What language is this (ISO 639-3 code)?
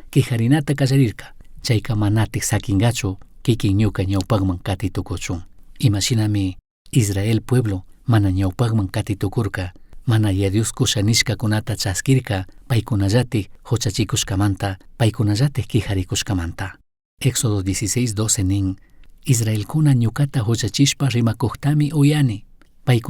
qug